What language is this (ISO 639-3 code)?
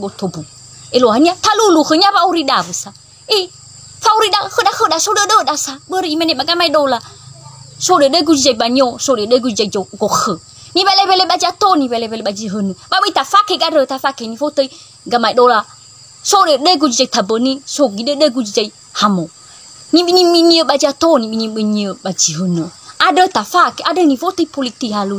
nia